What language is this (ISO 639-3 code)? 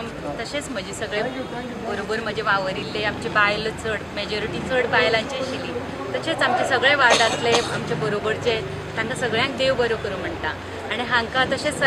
kok